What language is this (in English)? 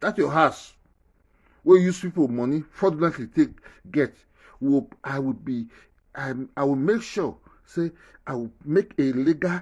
Nigerian Pidgin